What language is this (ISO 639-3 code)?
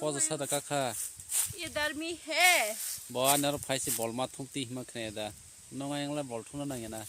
trp